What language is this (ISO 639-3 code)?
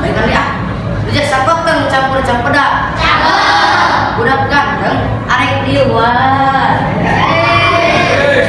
sun